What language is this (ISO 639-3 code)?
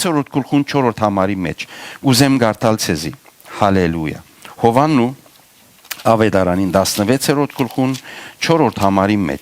hyw